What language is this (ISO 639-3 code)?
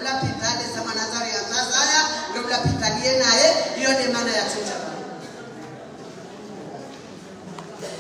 swa